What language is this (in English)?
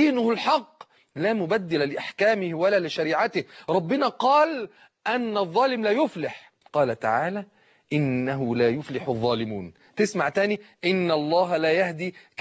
Egyptian Arabic